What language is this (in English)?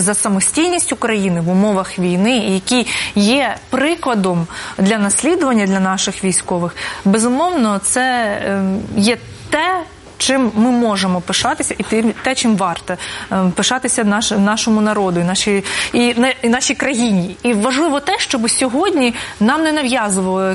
Ukrainian